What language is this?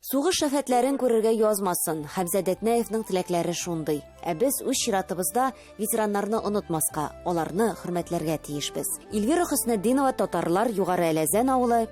Tatar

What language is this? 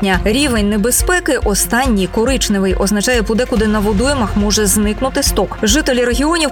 Ukrainian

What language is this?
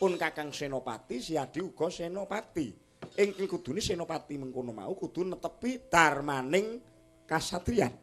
Javanese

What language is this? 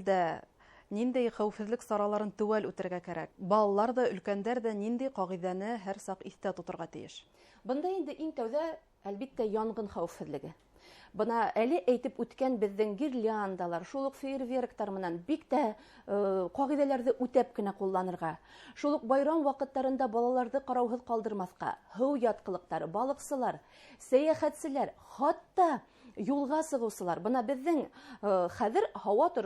Bashkir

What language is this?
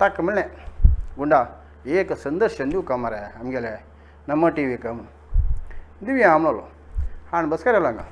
Konkani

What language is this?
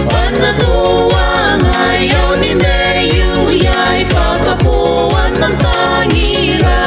Gilbertese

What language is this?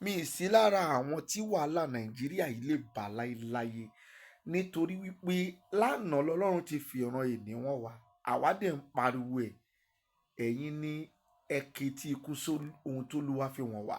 Yoruba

